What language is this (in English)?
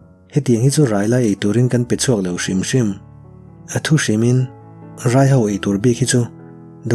Mizo